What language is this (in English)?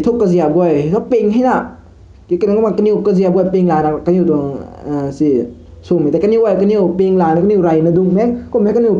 Rongmei Naga